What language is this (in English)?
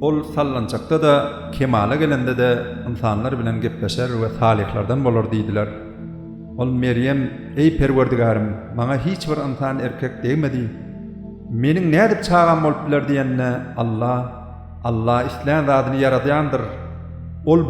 Turkmen